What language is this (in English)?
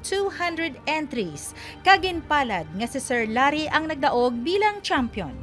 Hiligaynon